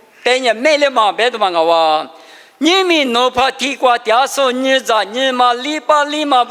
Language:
Lisu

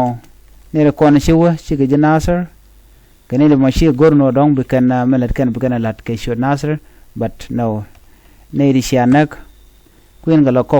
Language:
Nuer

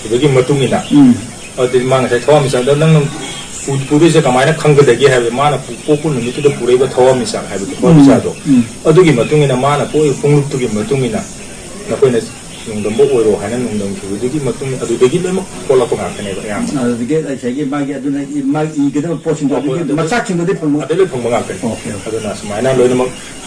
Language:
Manipuri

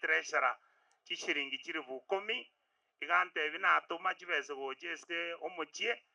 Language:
Gusii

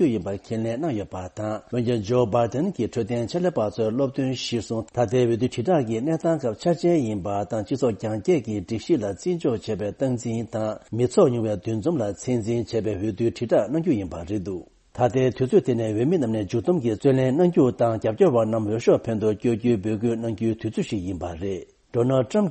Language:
Tibetan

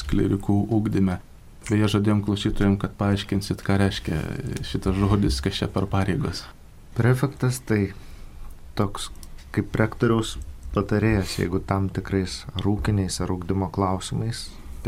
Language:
Lithuanian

